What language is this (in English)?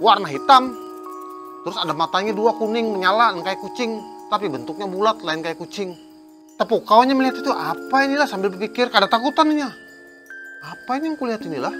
Banjar